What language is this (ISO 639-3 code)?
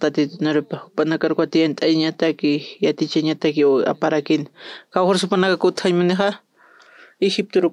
aym